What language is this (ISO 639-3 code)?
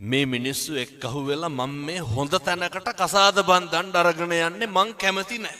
sin